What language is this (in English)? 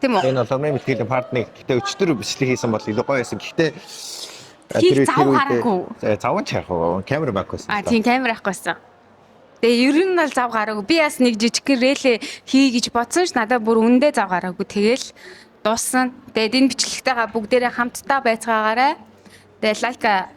Mongolian